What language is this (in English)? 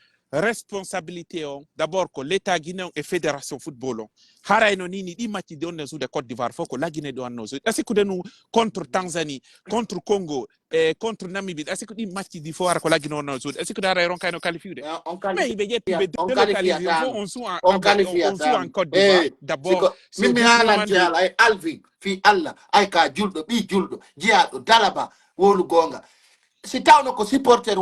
Pular